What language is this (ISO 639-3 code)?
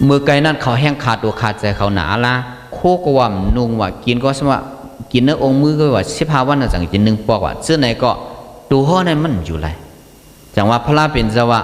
shn